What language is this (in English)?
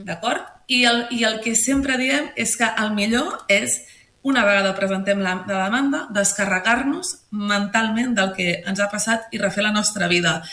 Catalan